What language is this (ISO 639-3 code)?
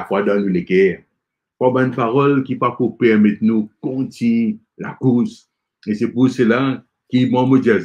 mfe